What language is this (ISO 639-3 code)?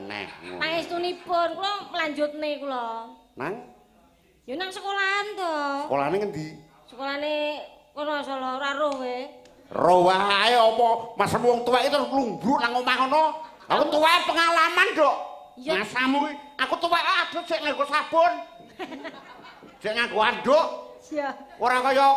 jav